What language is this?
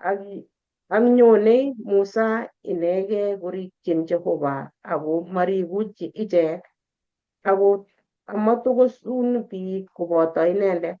Kalenjin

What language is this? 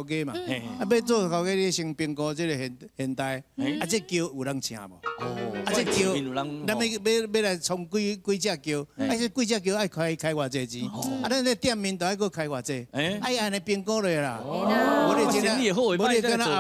Min Nan Chinese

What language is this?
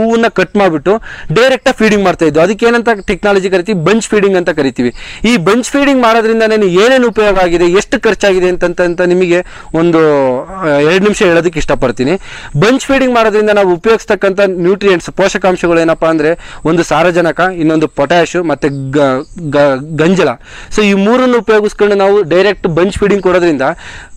Kannada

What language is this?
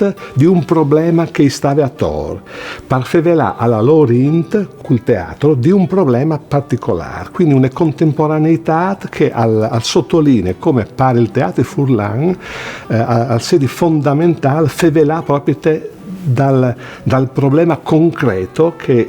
Friulian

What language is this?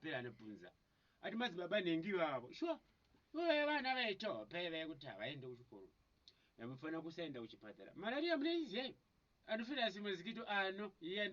Shona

